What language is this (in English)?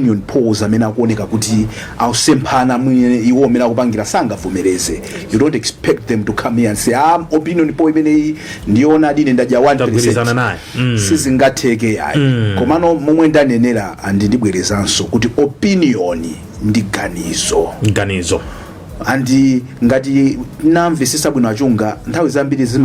Nyanja